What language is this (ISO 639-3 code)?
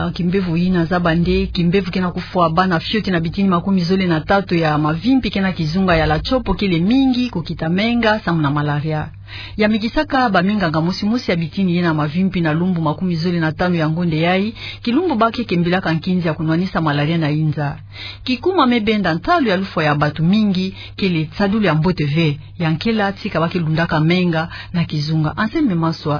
ktu